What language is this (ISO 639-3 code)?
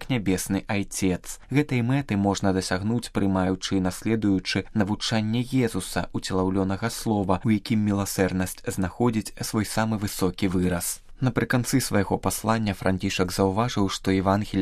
bel